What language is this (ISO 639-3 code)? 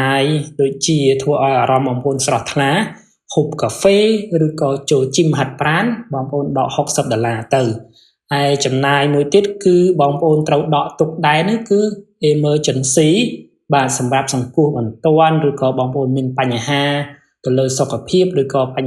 khm